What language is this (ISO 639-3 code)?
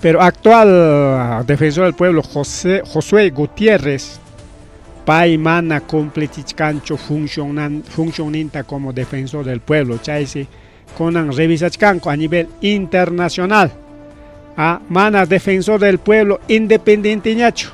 quy